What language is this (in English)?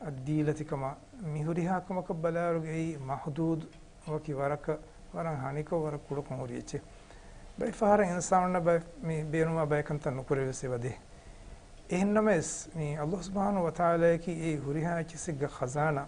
Divehi